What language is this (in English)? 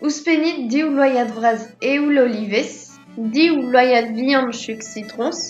Breton